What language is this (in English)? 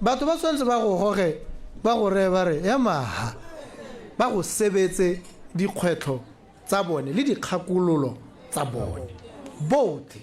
Tswana